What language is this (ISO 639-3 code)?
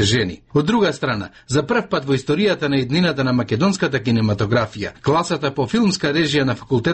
mkd